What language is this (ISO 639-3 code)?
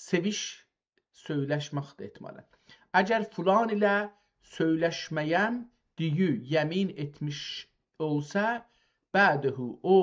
azb